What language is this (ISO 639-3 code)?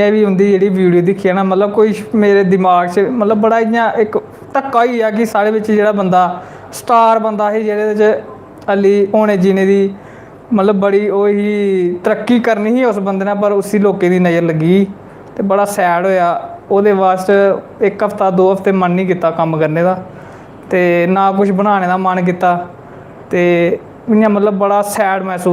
doi